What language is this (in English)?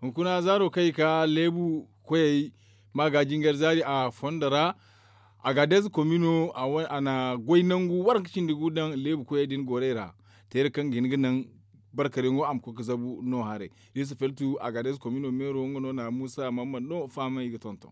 Zarma